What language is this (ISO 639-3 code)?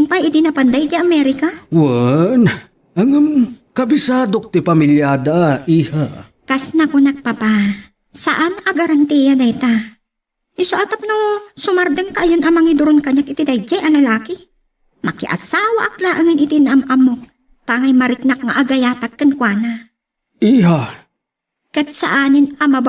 ilo